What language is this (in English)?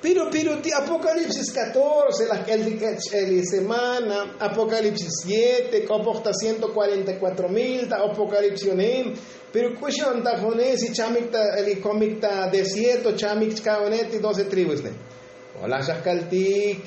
Tzotzil